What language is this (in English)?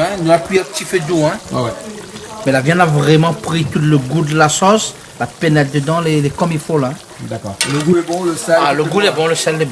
Réunion Creole French